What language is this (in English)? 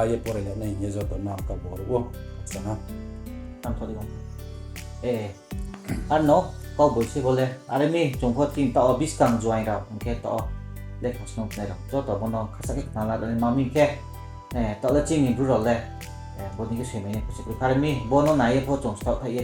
Riang (India)